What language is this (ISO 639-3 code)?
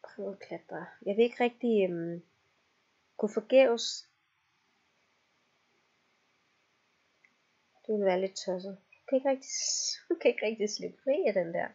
dan